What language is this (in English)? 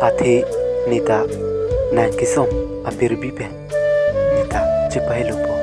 Karbi